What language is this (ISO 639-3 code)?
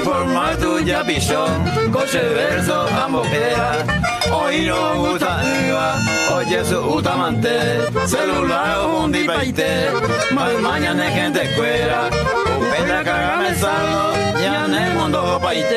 grn